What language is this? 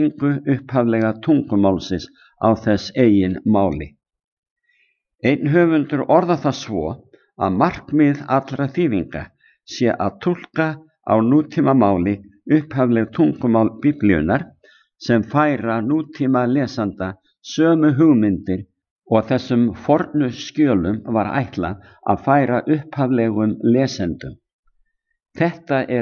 Icelandic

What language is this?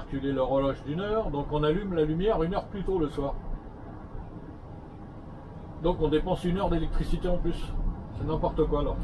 French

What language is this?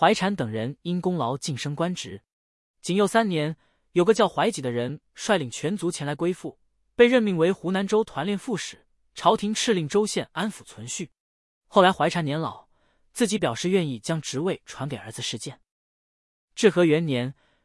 Chinese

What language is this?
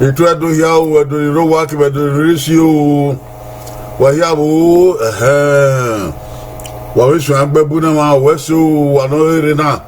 Bini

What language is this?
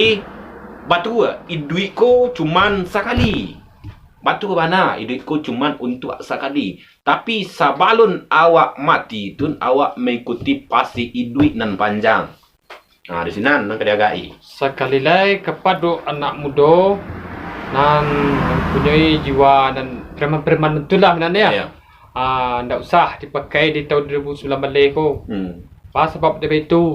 Minangkabau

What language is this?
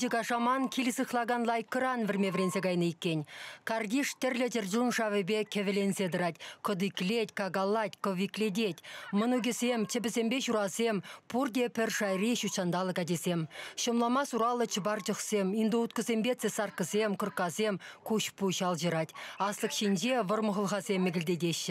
Chuvash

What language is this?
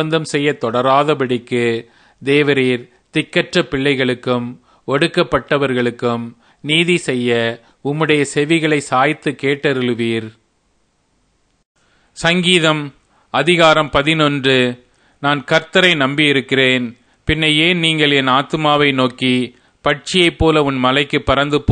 Tamil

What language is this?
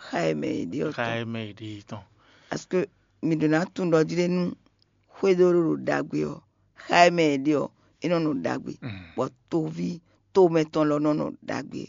Fon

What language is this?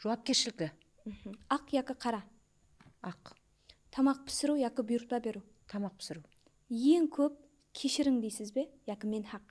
Kara-Kalpak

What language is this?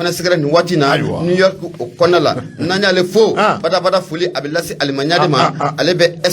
Bambara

